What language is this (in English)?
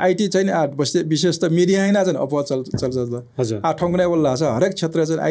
Newari